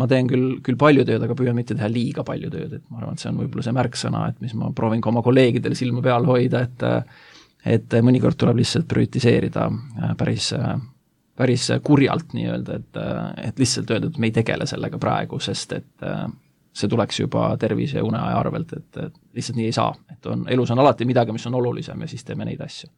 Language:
Estonian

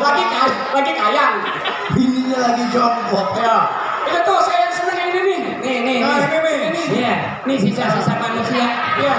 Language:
Betawi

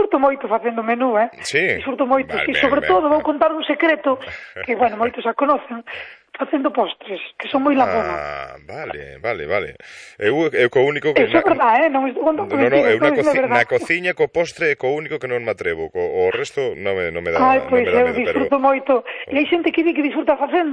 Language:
Galician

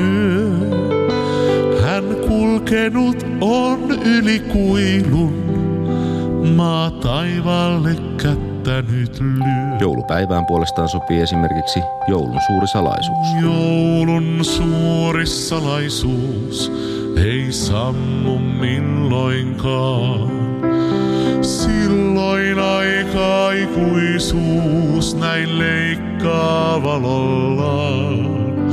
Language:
Finnish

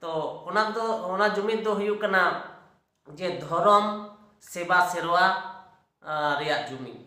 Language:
Santali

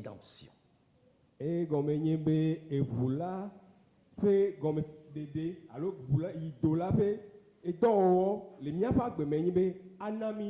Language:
Ewe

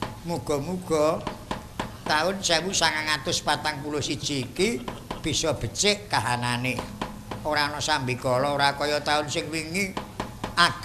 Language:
Javanese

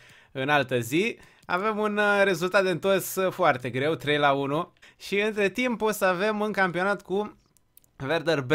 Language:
Romanian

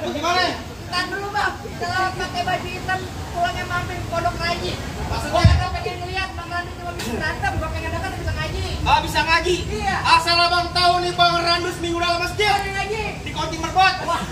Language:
Betawi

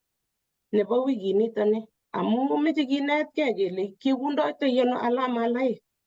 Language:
Kalenjin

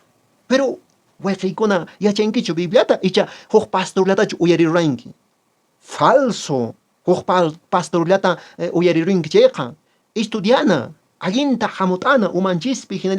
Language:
Quechua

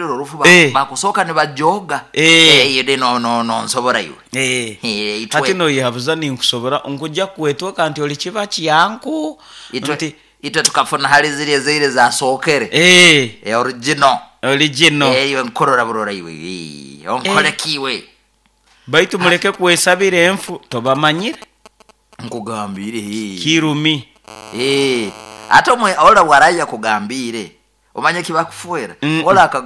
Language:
Nyoro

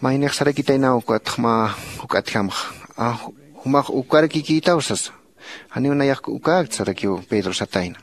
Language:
Aymara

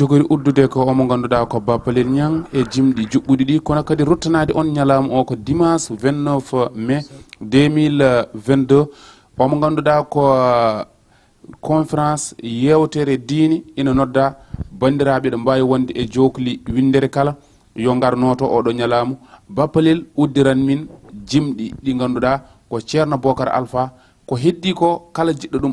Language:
Fula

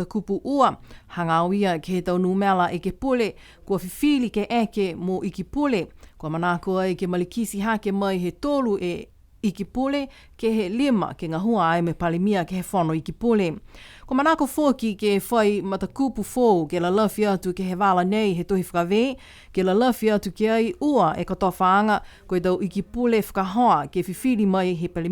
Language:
Niuean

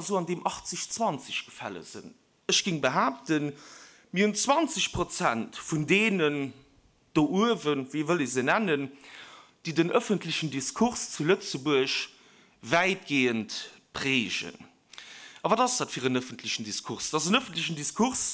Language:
Luxembourgish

